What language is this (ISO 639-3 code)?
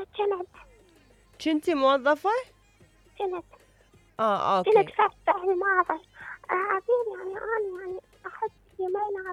acm